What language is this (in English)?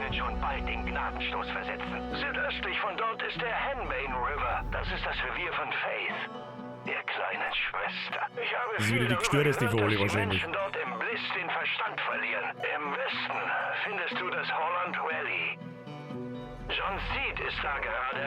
Bavarian